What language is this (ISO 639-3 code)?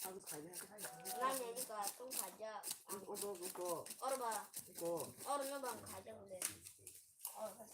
trp